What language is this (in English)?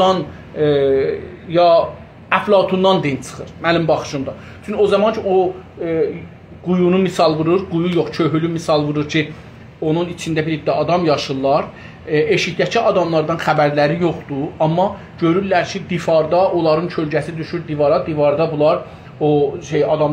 South Azerbaijani